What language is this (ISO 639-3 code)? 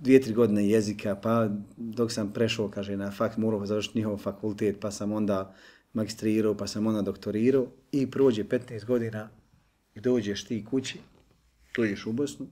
bos